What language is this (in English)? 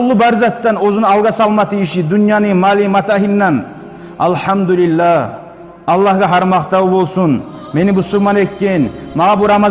Kumyk